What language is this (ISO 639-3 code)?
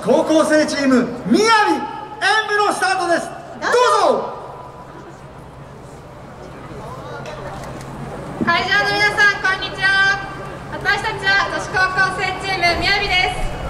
jpn